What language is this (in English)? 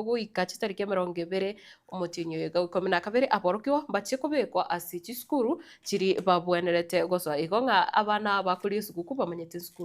Gusii